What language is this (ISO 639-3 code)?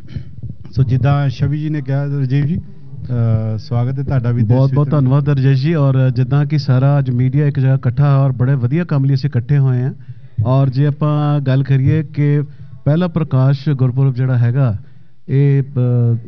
pan